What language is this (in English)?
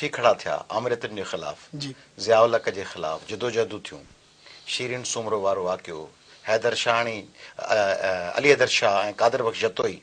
Sindhi